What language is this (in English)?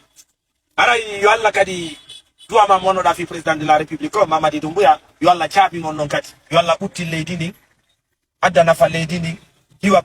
Fula